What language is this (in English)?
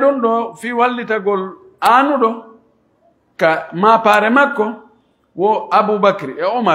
Pular